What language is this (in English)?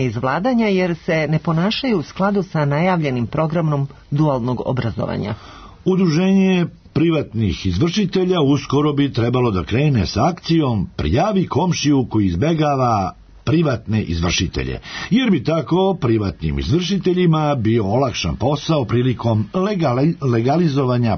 Serbian